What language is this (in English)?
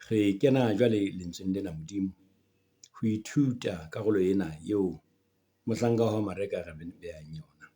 Southern Sotho